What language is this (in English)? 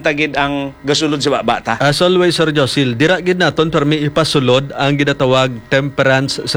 Hiligaynon